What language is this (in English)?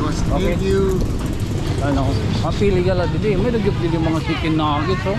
Waray